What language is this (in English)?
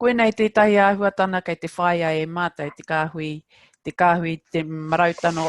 Māori